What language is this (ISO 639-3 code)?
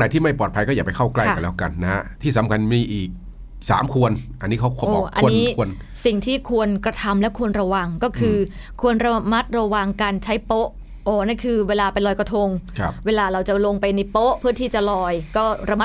tha